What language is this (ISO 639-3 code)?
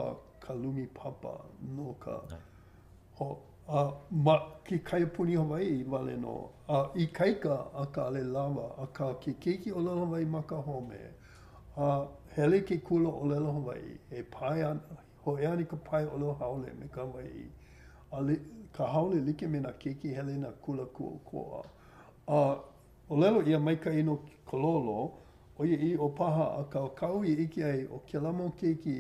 haw